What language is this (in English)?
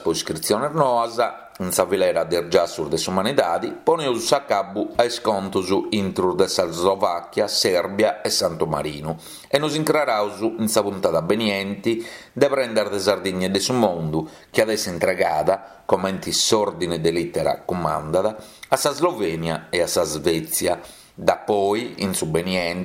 Sardinian